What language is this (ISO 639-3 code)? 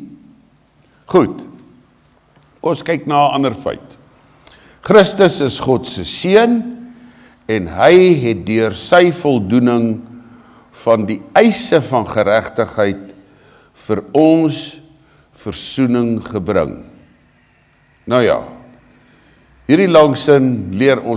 afr